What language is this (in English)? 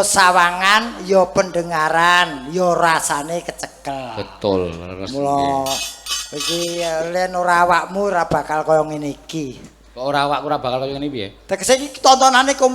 Javanese